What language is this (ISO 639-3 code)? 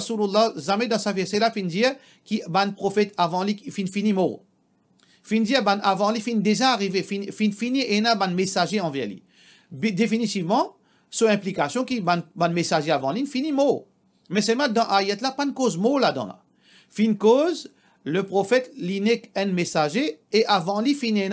mfe